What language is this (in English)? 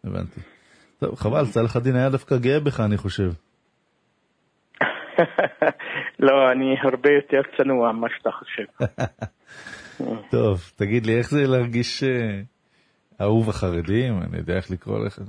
Hebrew